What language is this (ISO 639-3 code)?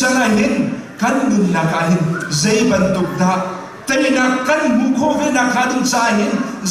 cnh